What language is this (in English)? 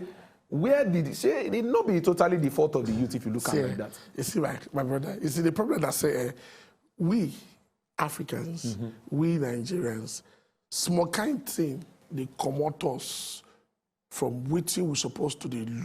Nigerian Pidgin